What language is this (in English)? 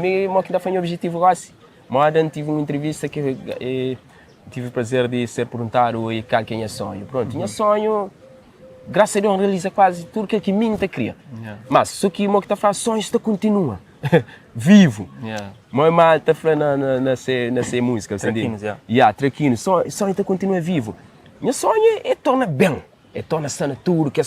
Kabuverdianu